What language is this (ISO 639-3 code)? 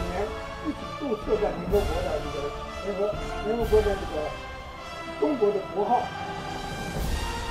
zho